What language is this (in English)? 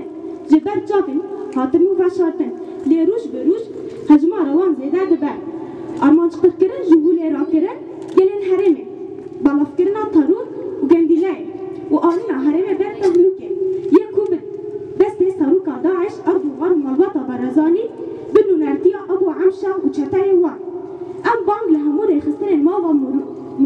Kurdish